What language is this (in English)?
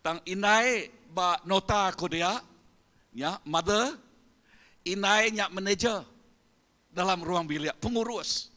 Iban